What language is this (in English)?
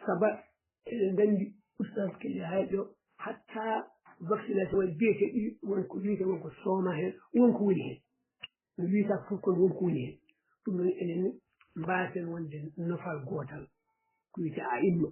Fula